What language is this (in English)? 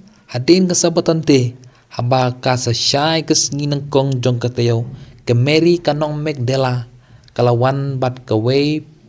Khasi